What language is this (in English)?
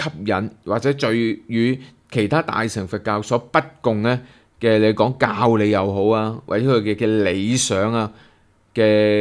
Cantonese